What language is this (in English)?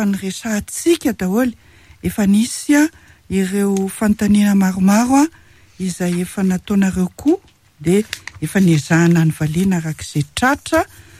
Malagasy